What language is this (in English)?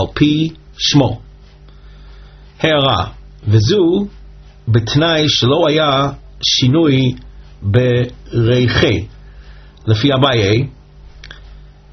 Hebrew